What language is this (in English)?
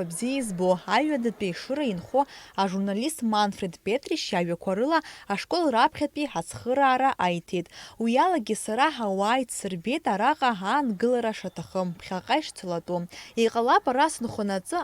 Abkhazian